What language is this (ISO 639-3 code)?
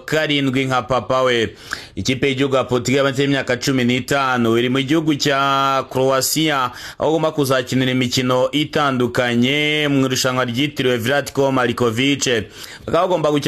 kin